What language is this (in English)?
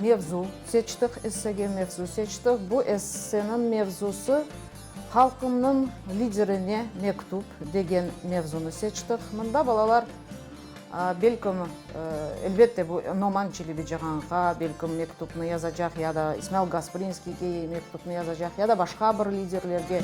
Crimean Tatar